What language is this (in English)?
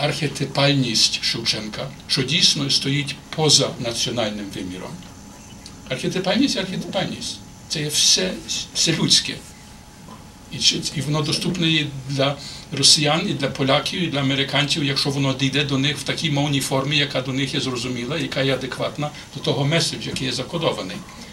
Ukrainian